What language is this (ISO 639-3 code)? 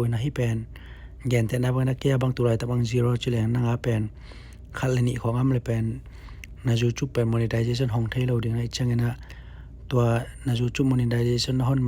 ctd